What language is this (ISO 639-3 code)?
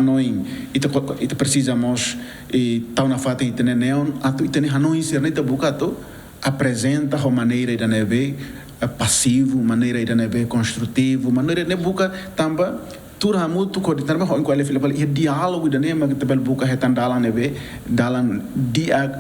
tet